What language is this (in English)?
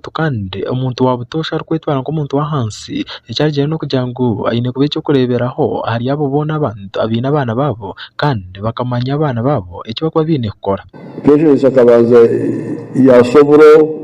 Nyankole